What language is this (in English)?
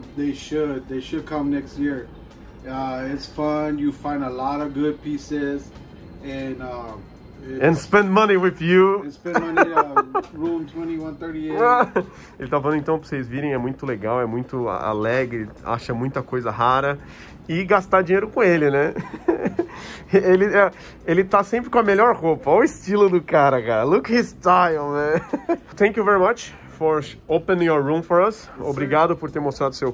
Portuguese